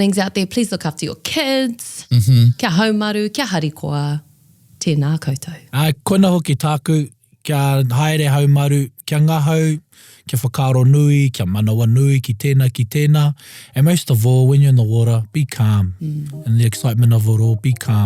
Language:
Māori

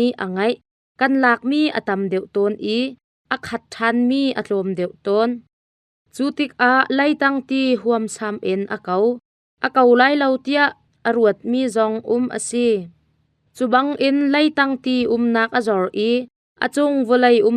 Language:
Hakha Chin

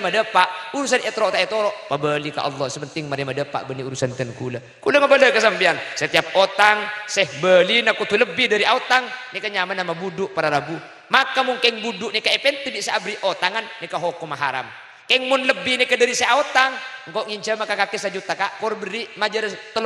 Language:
Madurese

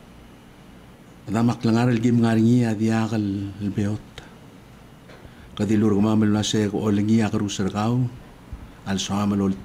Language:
Palauan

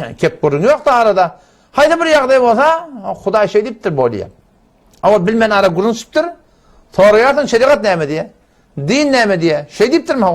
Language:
Turkmen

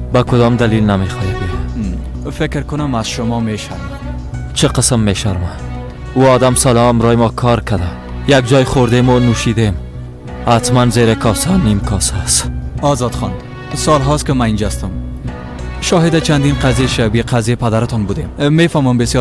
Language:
Persian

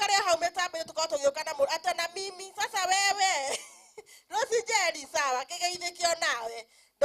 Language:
Kikuyu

